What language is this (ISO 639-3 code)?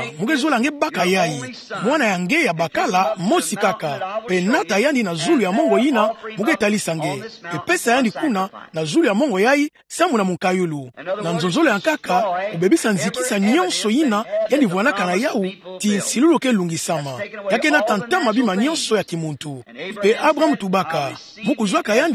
ktu